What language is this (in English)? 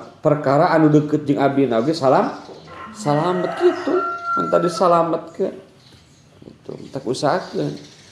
Sundanese